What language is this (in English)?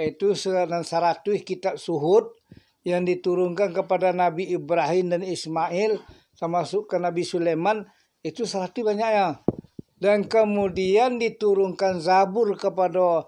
Minangkabau